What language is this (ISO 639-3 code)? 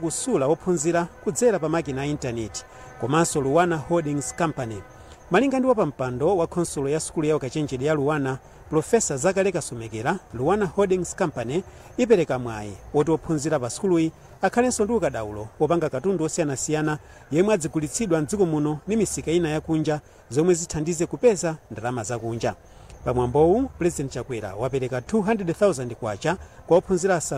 nya